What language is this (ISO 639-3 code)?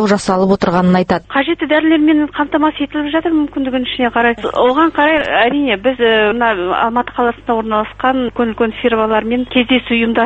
kaz